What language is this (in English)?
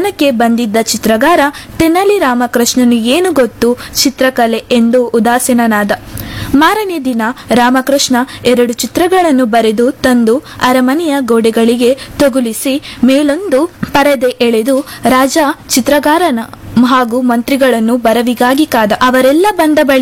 Kannada